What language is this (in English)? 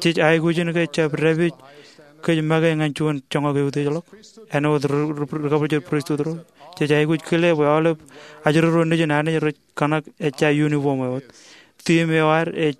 Marshallese